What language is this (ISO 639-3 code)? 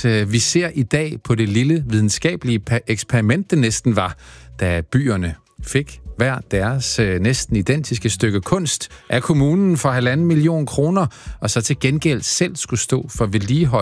dan